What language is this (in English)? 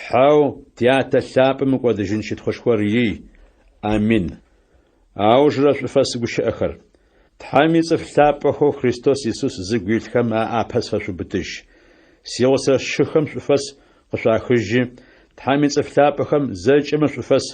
Adyghe